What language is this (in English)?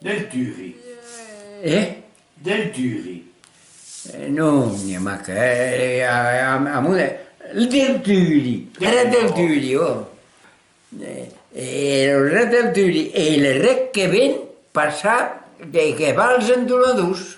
Occitan